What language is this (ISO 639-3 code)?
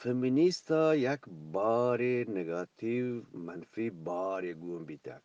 bgp